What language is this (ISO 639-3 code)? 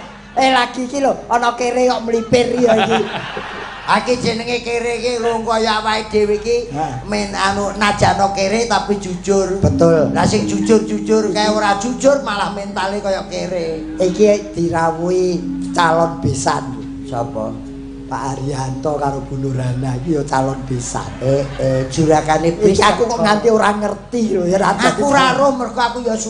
jav